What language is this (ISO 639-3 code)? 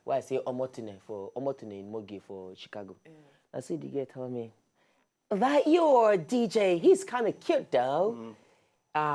pcm